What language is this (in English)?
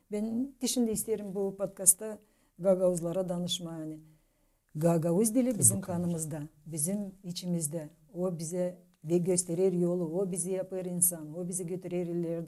Gagauz